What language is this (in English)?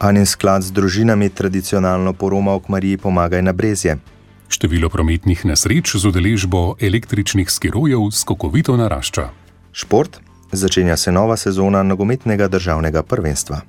Slovenian